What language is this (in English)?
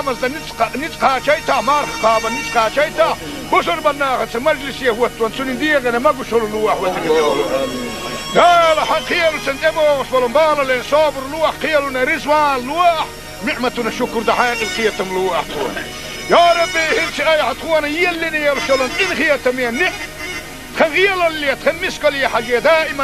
Chechen